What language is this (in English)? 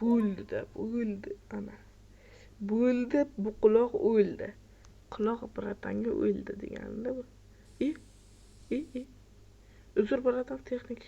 Uzbek